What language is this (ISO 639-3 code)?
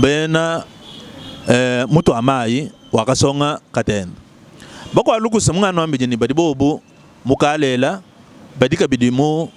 lua